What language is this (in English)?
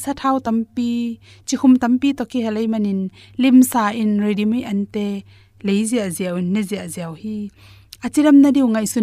Tedim Chin